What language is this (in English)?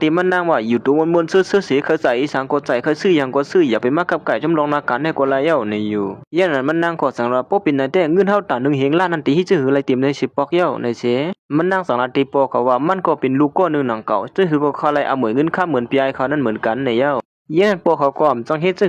Shan